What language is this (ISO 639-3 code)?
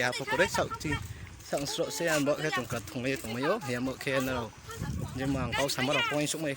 ria